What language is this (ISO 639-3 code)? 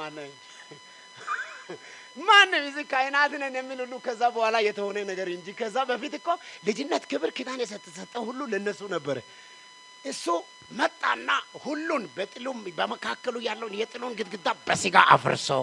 amh